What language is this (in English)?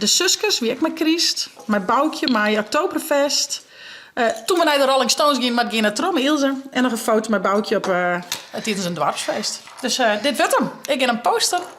Western Frisian